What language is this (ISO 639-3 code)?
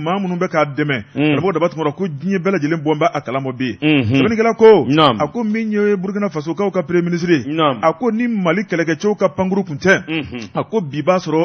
bam